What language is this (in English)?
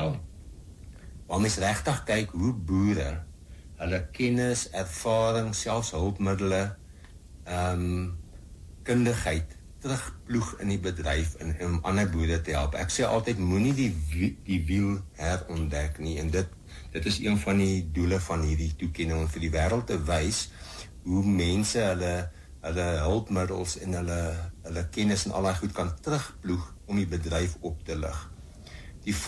Afrikaans